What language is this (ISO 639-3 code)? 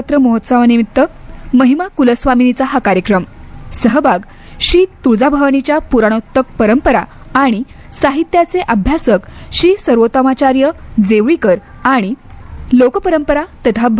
mar